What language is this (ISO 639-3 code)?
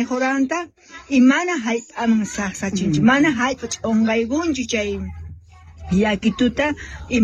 que